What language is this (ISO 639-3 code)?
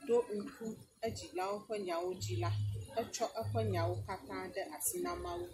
ewe